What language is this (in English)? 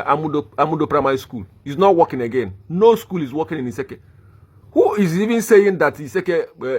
Igbo